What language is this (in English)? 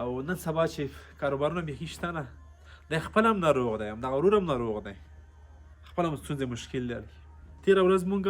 Pashto